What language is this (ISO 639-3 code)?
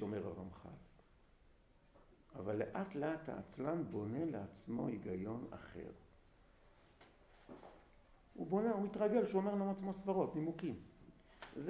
heb